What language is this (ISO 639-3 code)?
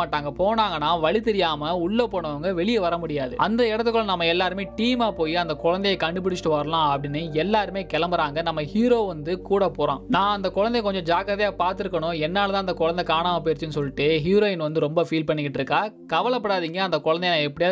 tam